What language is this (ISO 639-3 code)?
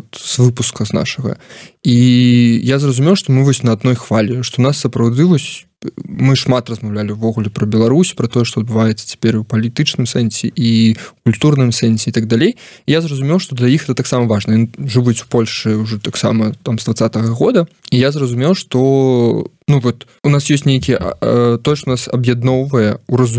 bel